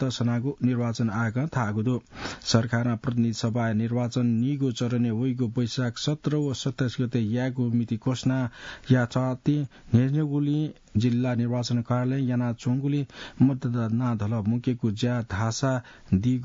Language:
Newari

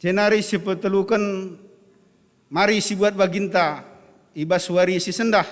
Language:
Batak Karo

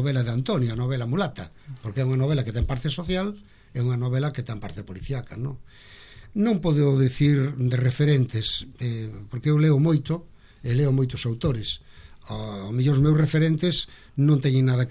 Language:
Galician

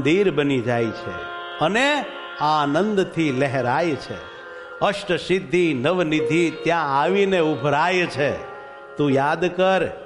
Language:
Gujarati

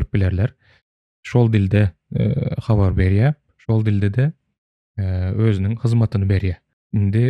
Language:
Turkmen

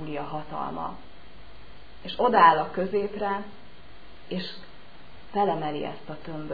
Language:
Hungarian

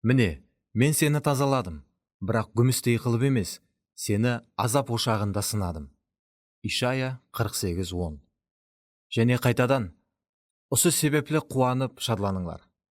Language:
Kara-Kalpak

